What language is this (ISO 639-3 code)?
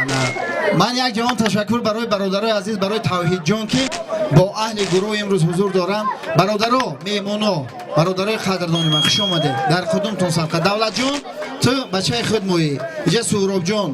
tgk